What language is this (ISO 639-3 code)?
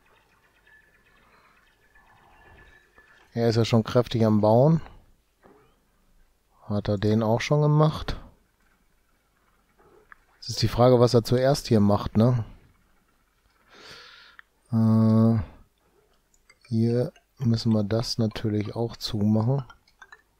deu